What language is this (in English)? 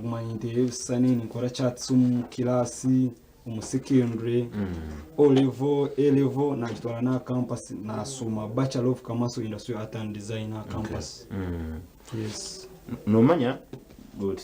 Nyankole